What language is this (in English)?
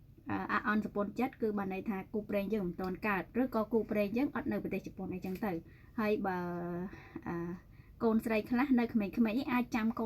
Khmer